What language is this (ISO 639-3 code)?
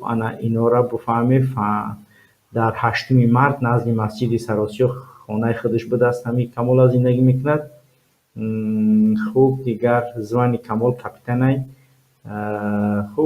tgk